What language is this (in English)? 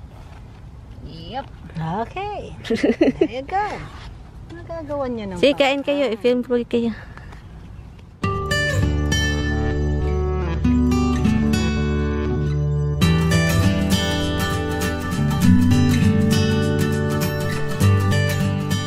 Filipino